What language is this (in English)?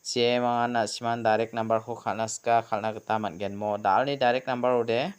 Garo